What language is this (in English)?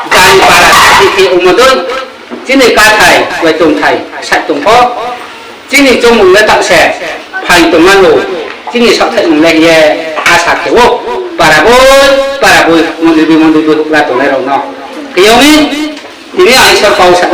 Riang (India)